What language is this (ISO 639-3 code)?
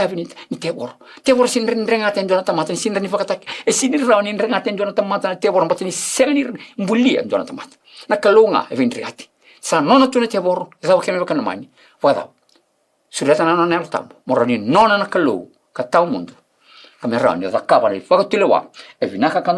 fij